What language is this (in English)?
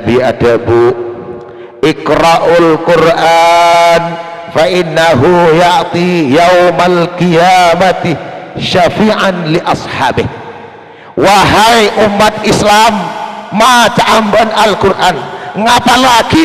Madurese